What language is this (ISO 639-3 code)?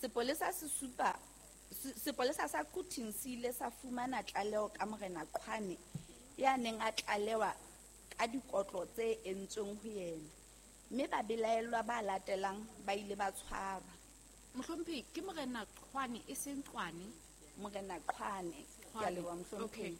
sot